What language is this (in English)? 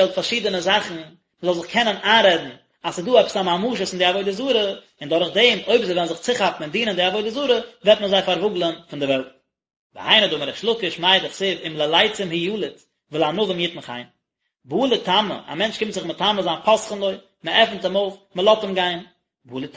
Yiddish